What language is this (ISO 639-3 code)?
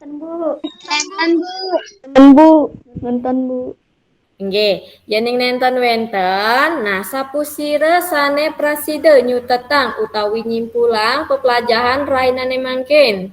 ban